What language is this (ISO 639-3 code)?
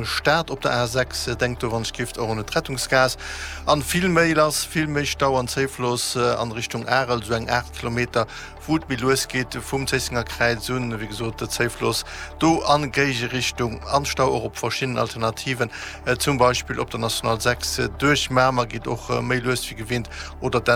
ltz